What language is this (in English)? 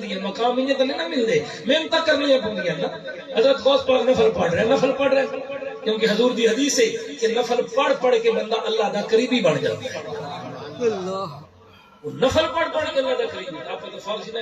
Saraiki